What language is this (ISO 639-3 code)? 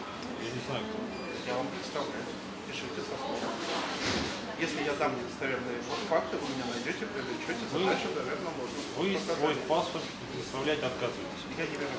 rus